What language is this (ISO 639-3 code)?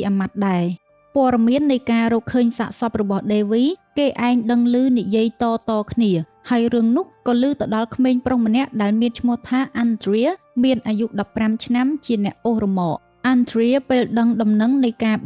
khm